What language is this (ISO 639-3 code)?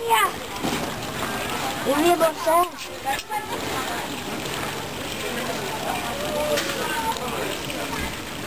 nld